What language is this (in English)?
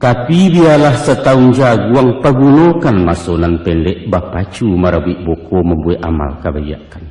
Minangkabau